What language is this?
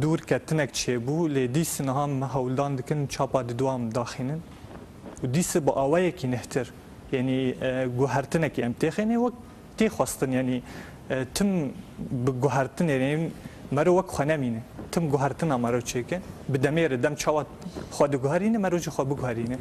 Kurdish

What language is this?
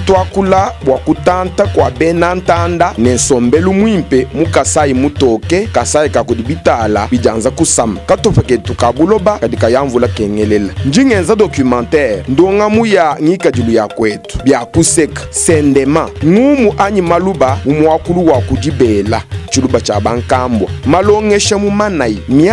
Luba-Lulua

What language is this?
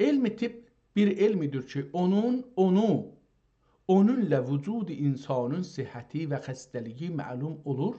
South Azerbaijani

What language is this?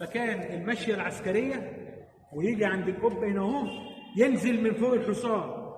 Egyptian Arabic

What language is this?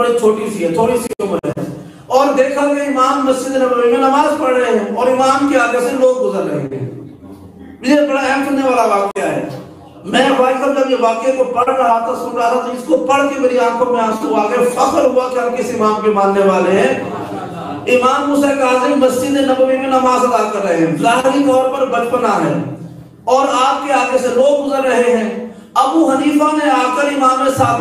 Urdu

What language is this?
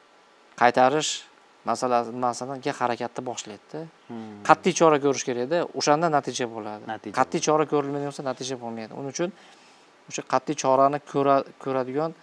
Uzbek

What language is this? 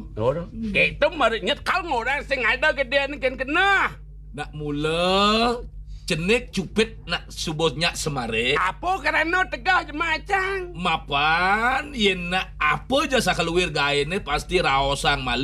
Balinese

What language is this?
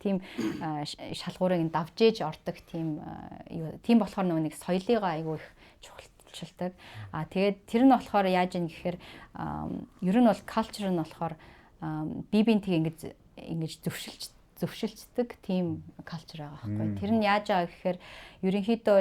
Mongolian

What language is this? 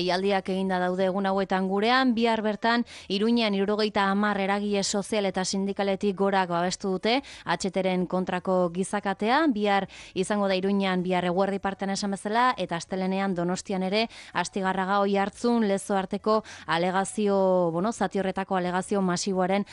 Basque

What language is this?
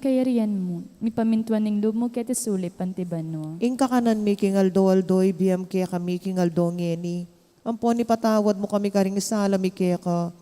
Pampanga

